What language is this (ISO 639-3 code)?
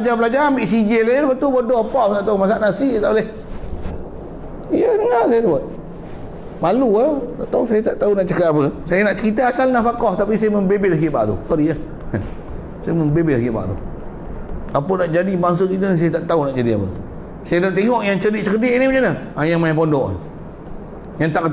msa